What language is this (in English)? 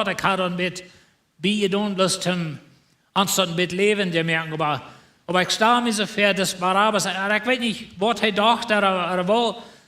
Plautdietsch